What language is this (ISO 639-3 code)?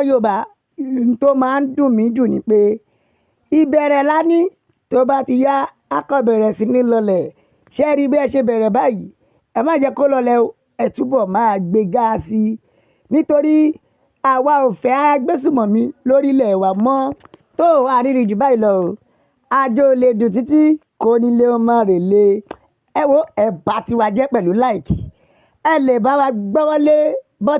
yor